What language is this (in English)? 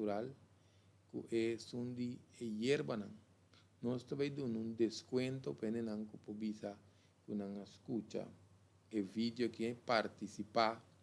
Papiamento